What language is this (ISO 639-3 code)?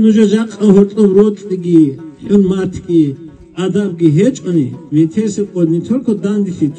ava